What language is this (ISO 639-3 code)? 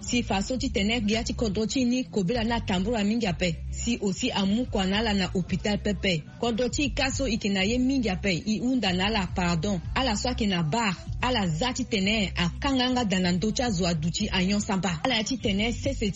sag